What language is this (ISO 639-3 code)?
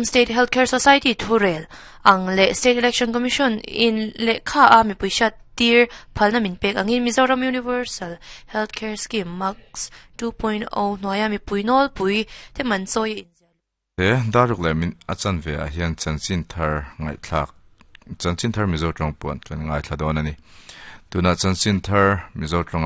lus